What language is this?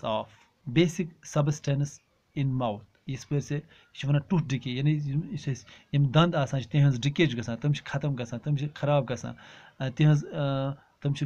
Kashmiri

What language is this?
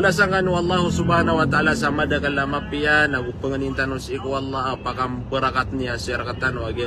Maranao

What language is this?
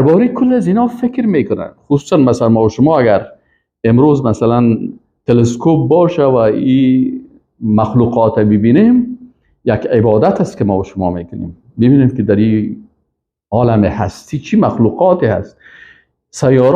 Persian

